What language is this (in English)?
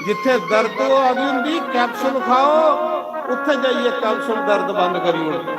Dogri